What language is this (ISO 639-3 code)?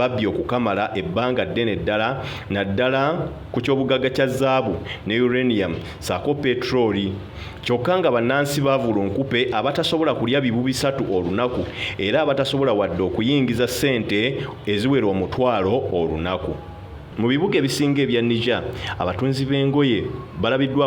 lug